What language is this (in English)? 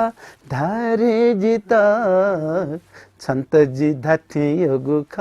Newari